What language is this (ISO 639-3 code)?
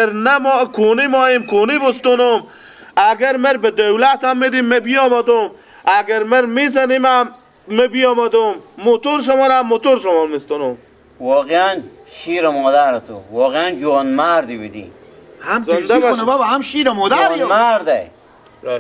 fas